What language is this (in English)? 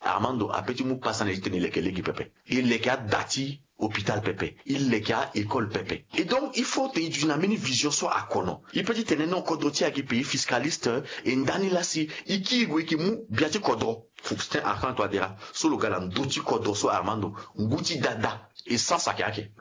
Sango